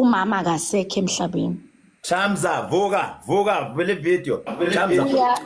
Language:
Zulu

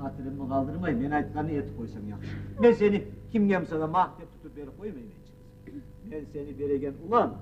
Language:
Kumyk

